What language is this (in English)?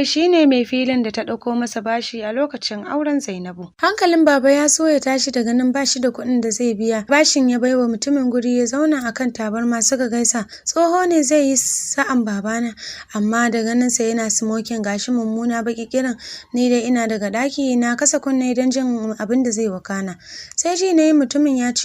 Hausa